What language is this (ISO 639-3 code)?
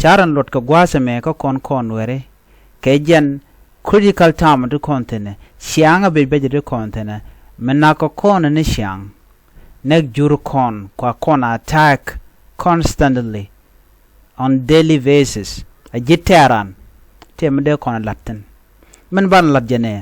nus